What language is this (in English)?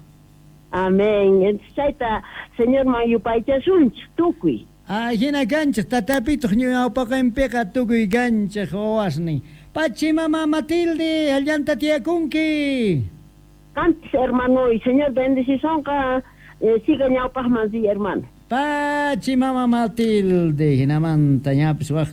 South Bolivian Quechua